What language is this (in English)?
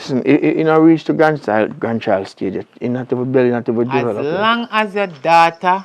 Jamaican Creole English